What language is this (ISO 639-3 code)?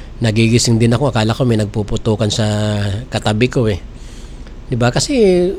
fil